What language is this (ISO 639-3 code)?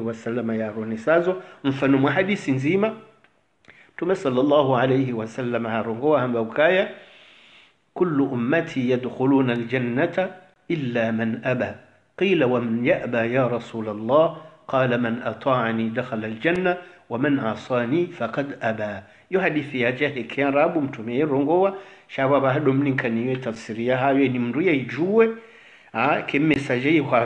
swa